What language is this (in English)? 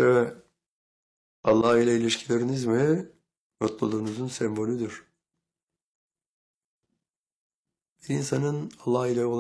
Turkish